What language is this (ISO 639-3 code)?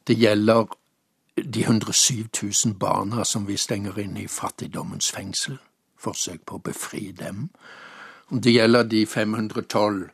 nor